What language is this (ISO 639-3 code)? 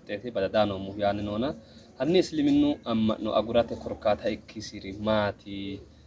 sid